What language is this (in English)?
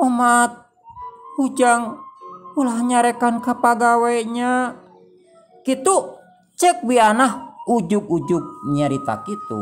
Sundanese